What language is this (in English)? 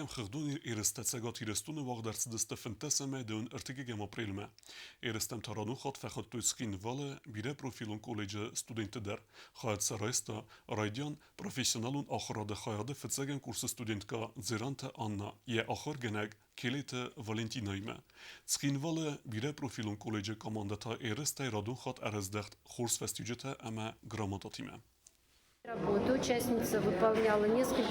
Ossetic